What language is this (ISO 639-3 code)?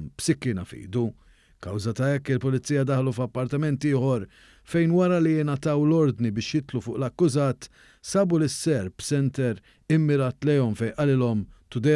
mlt